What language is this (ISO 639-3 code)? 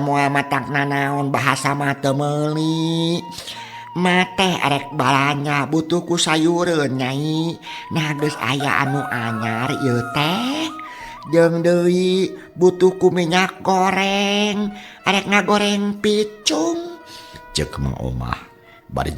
sun